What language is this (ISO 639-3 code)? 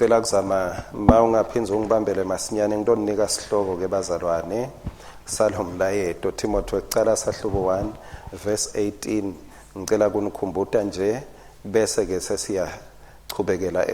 ssw